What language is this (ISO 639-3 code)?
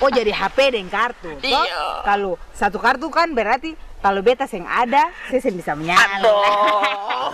abs